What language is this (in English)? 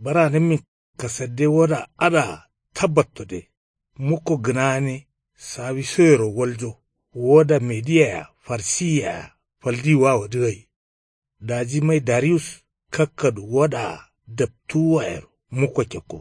Kanuri